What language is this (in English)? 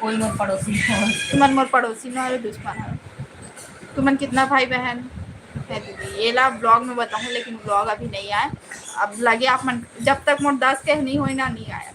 Chhattisgarhi